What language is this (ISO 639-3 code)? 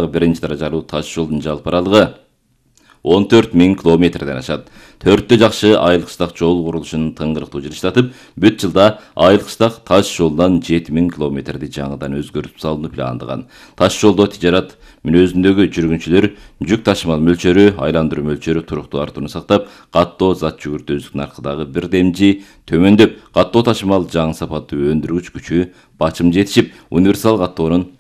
kir